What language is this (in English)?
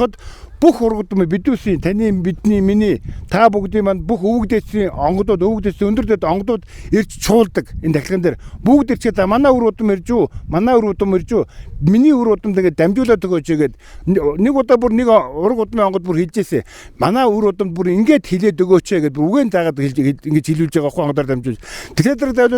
Mongolian